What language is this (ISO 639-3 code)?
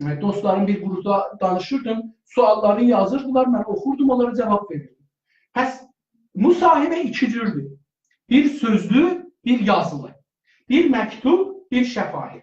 azb